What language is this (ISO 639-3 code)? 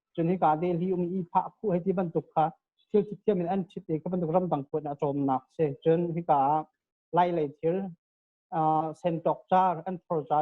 cnh